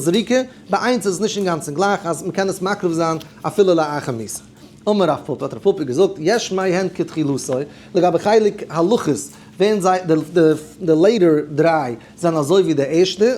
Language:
Yiddish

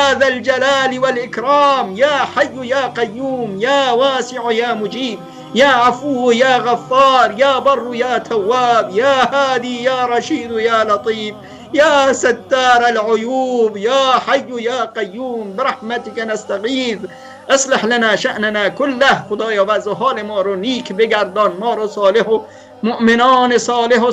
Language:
Persian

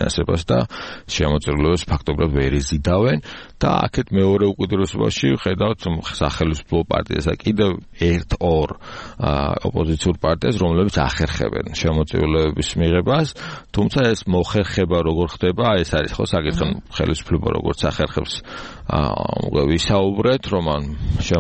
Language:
Georgian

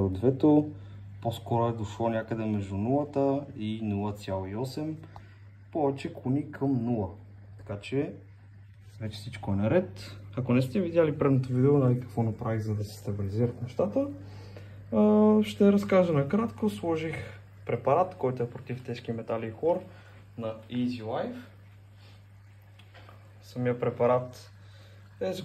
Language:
Bulgarian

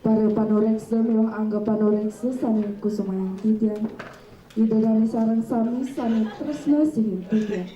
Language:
Balinese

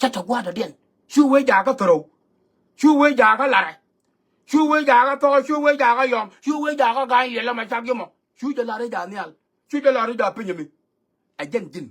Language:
Nuer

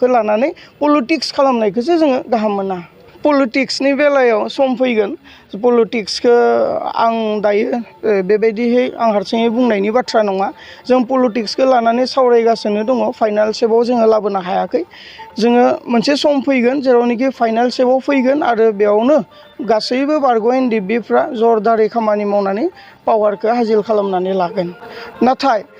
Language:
Bodo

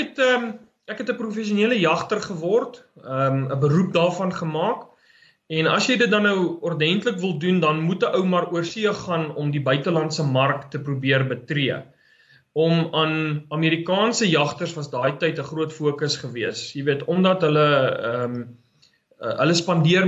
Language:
Afrikaans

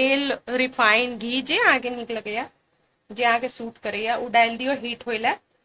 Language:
Maithili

